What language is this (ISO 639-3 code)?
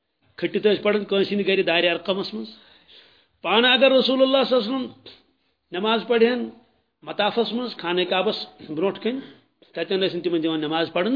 kas